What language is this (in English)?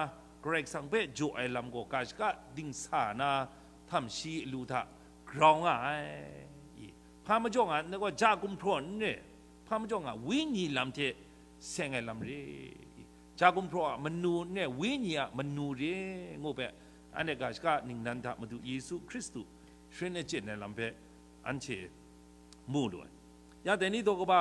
Kachin